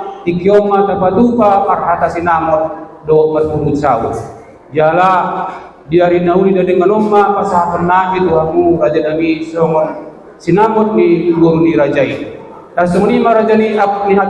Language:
Batak Toba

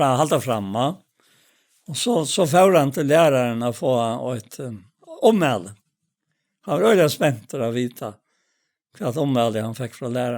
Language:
Faroese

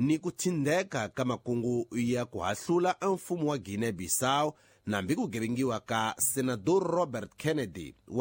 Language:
Tsonga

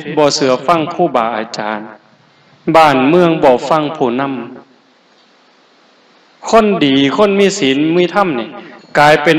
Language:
Northeastern Thai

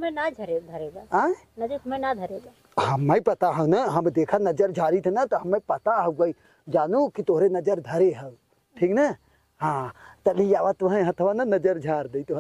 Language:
Awadhi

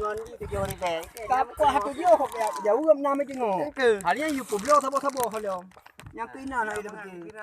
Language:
Achinese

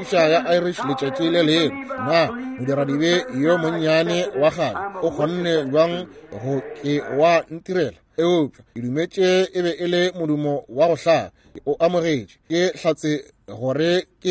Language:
Northern Sotho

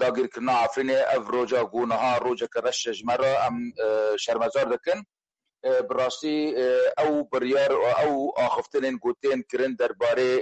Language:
Kurdish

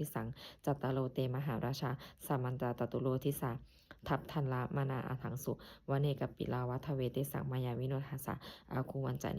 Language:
Pali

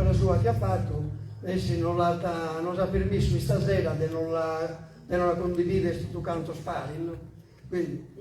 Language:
Sardinian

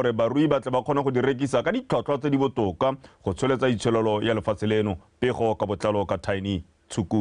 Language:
Tswana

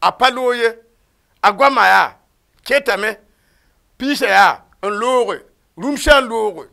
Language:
Mossi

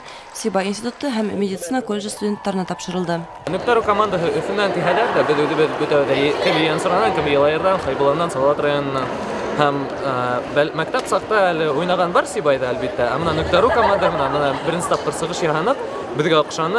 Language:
Bashkir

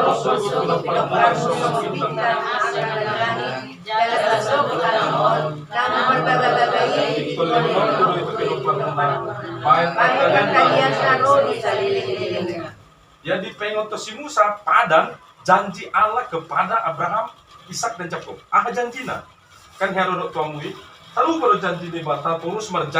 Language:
Batak Toba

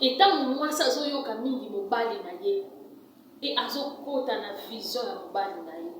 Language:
Lingala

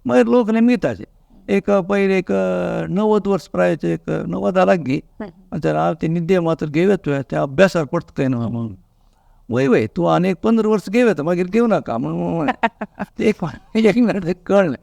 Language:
Konkani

